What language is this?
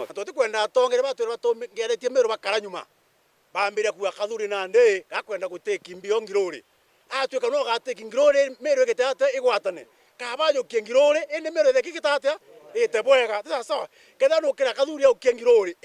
Meru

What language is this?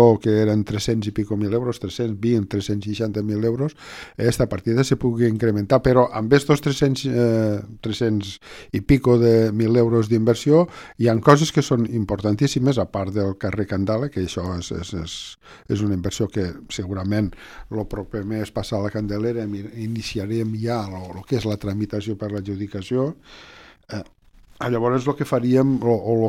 Catalan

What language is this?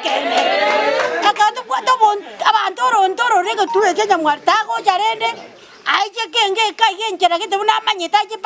Gusii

